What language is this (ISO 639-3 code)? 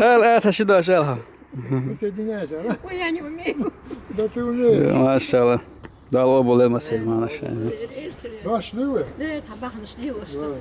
che